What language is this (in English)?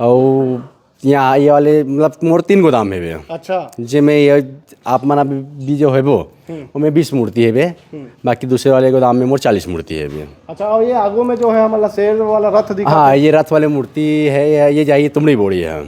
Chhattisgarhi